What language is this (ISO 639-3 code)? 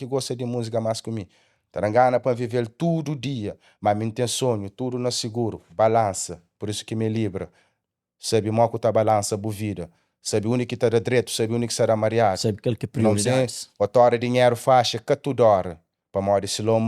kea